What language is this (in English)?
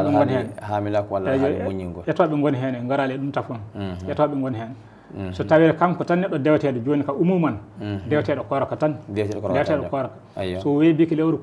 Fula